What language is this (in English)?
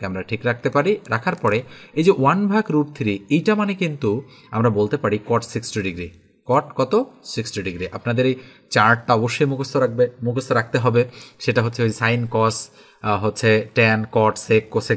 Bangla